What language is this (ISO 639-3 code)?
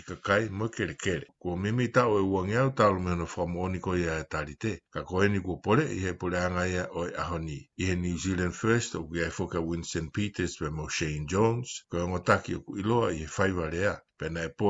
ton